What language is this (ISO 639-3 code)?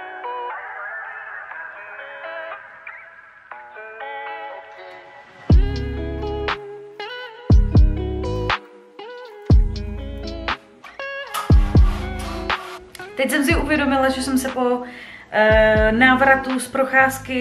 ces